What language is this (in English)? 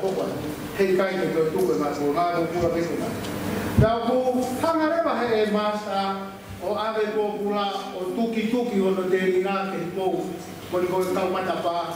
Tongan